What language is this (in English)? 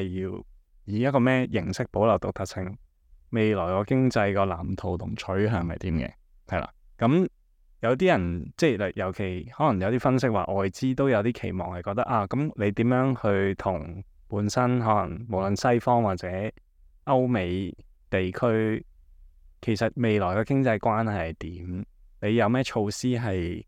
Cantonese